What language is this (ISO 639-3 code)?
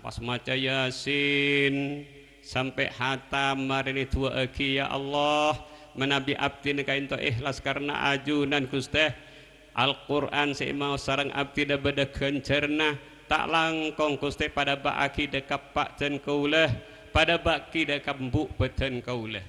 mad